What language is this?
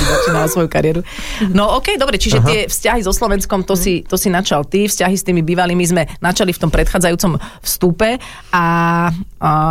Slovak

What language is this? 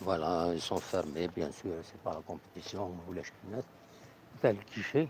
Kabyle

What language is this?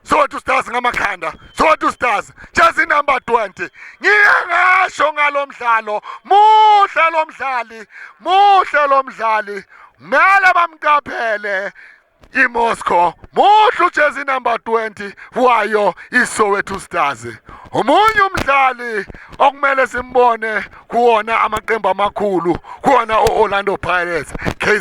Zulu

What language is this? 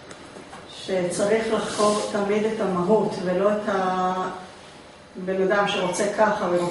Hebrew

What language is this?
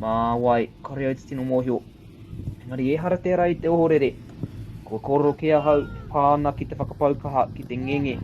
Māori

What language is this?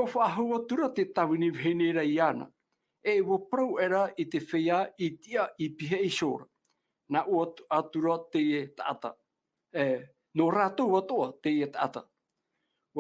Tahitian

